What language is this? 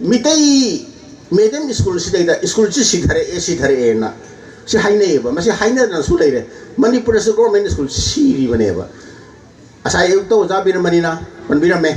Manipuri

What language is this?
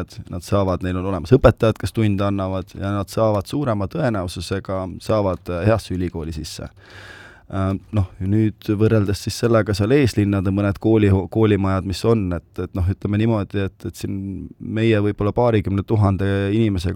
Estonian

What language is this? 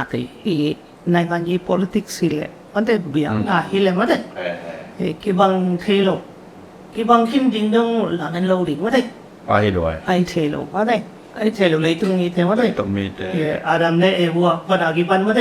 Tedim Chin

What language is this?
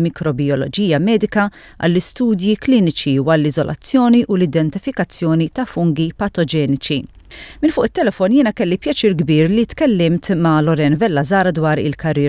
Maltese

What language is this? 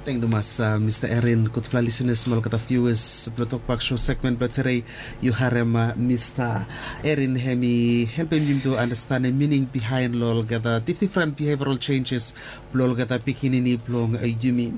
Bislama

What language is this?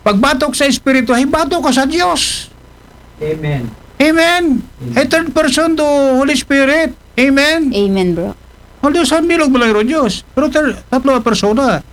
Aklanon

